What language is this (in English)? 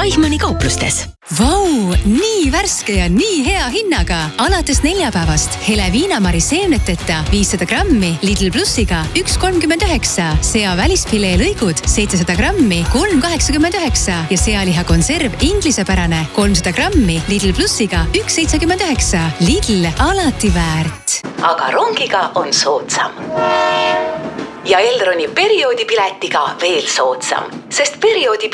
Estonian